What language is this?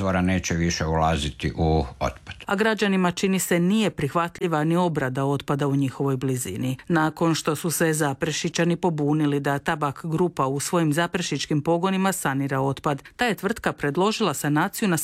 Croatian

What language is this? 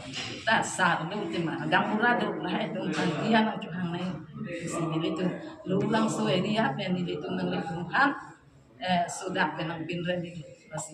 Karbi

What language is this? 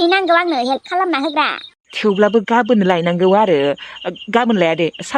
Bodo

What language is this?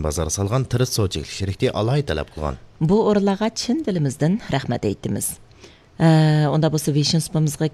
Uyghur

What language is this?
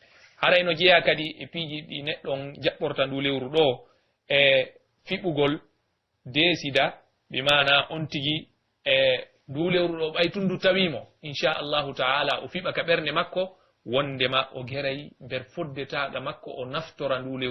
Pular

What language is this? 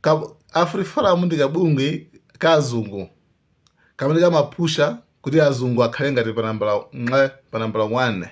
Nyanja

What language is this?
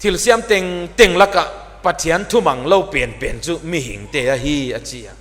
Paite Chin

